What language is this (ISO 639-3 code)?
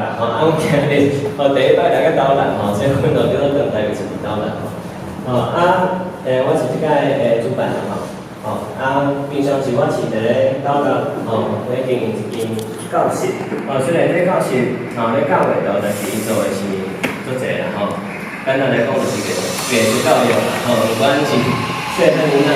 nan